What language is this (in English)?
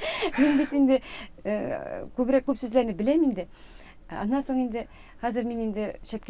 Tatar